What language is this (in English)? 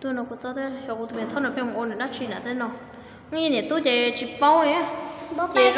Hmong